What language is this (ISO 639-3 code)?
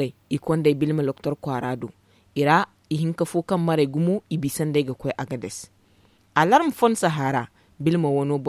dje